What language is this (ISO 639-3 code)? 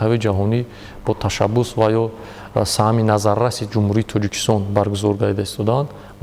tgk